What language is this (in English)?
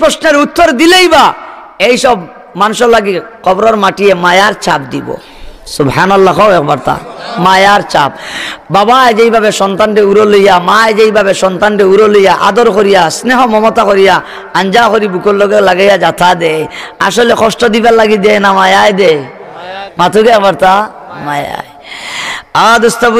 Sylheti